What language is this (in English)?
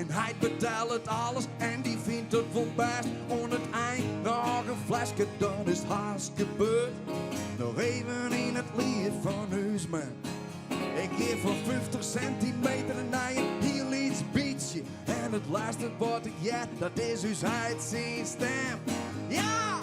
Western Frisian